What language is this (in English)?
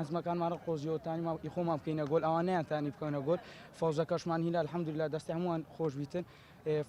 Central Kurdish